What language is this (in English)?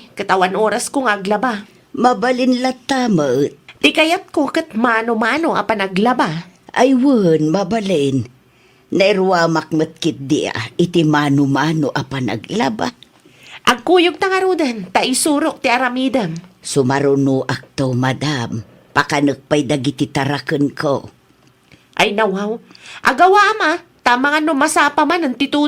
Iloko